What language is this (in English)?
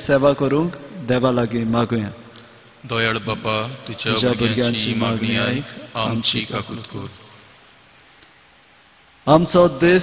Konkani